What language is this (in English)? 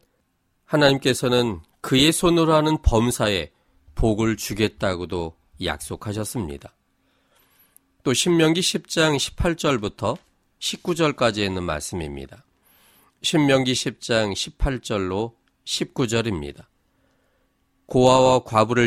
Korean